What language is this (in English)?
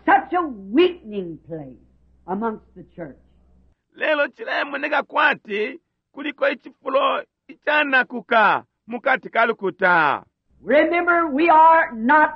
Bemba